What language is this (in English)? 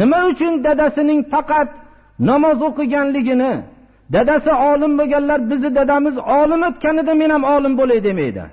Uzbek